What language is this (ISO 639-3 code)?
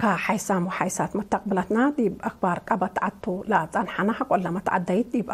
tig